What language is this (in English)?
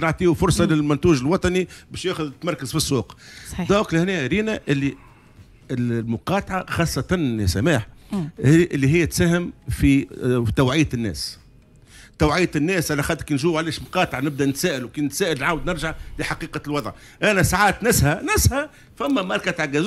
Tunisian Arabic